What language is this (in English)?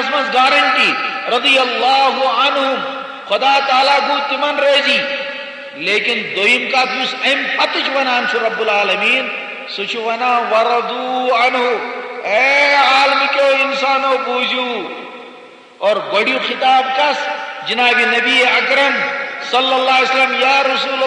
Kashmiri